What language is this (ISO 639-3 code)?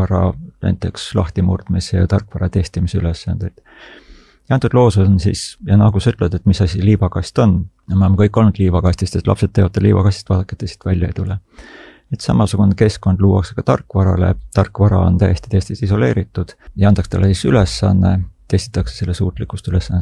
est